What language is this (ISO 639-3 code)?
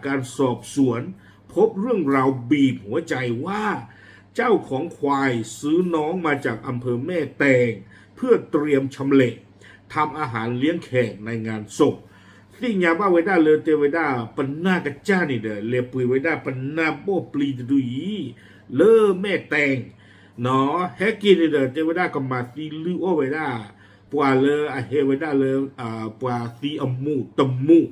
ksw